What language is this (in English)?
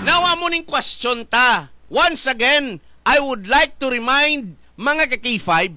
Hiligaynon